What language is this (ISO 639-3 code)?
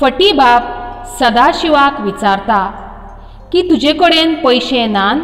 kok